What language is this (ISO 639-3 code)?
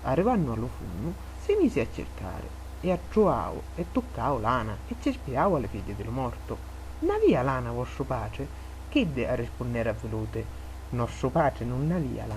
scn